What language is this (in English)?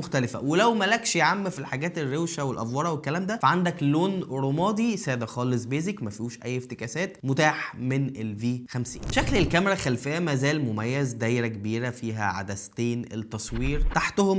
Egyptian Arabic